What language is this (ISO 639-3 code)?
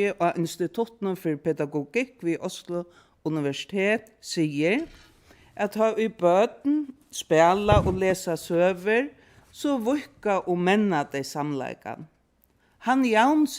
fao